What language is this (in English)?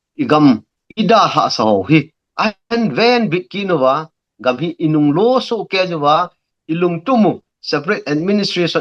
Thado Chin